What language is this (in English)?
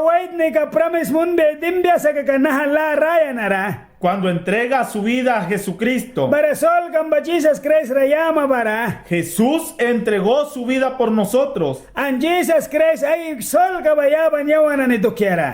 Mískito